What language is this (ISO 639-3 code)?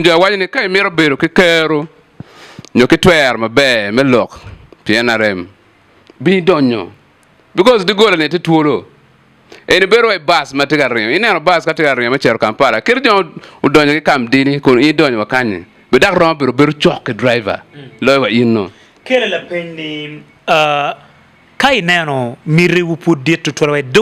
ach